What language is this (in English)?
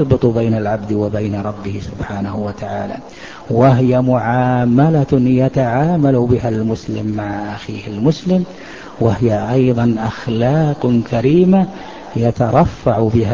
Arabic